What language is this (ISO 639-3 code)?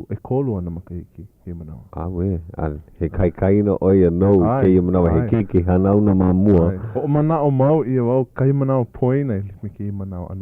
haw